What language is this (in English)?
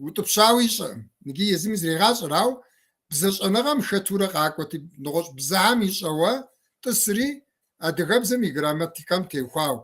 Kabardian